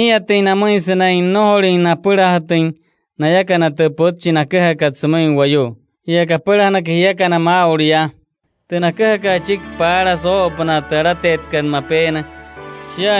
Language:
Wayuu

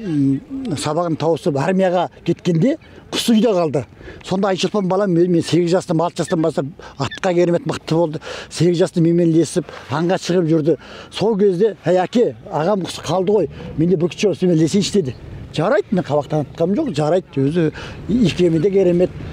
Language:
Kazakh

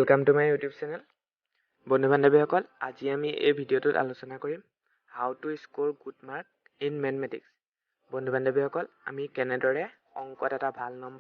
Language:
Assamese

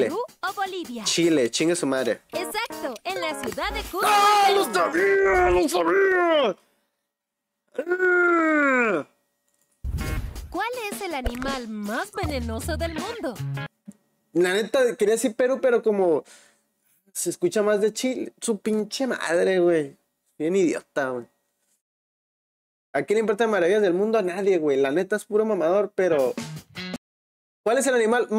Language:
Spanish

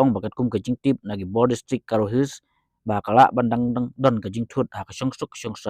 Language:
Khasi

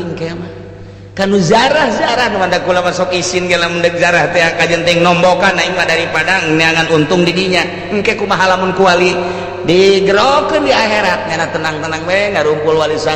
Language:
Sundanese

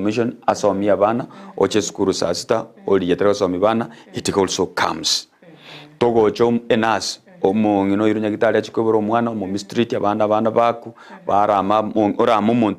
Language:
Gusii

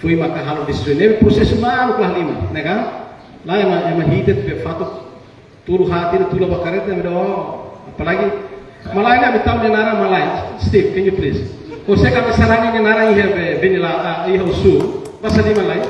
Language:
Tetum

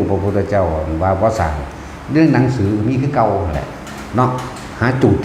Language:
Northeastern Thai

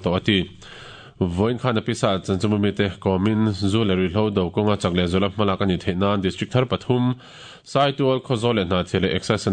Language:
Mizo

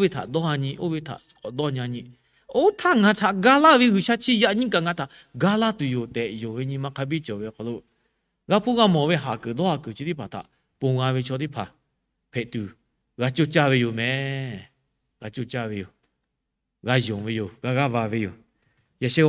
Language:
Lahu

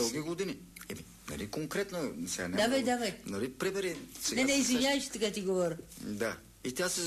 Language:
Bulgarian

